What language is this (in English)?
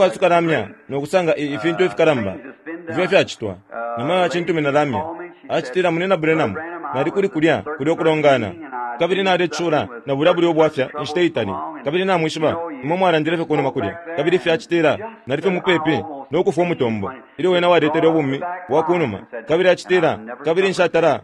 Bemba